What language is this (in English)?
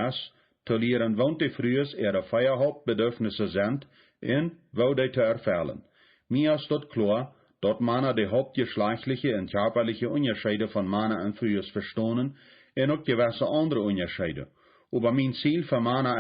Plautdietsch